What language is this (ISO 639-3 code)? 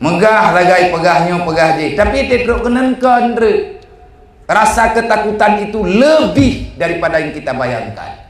ace